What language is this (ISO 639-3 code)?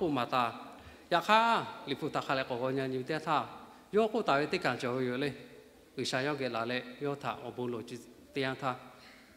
lhu